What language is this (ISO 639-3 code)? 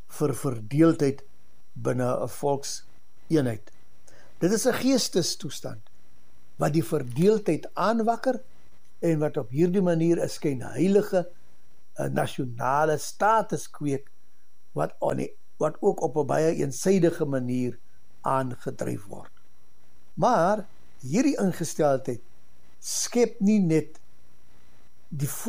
afr